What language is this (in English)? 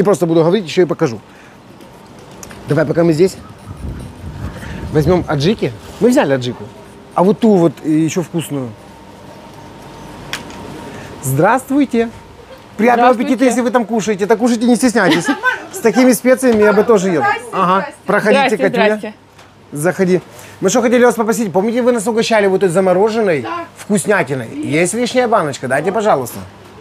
Russian